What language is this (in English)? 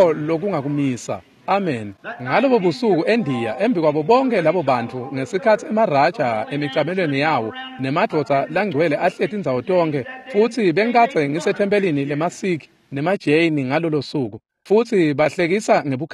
Swati